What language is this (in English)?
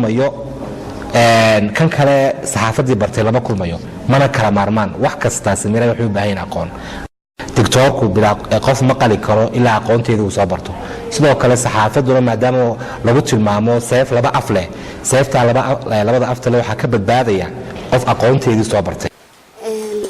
Somali